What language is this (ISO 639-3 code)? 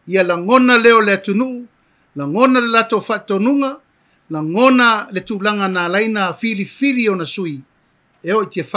smo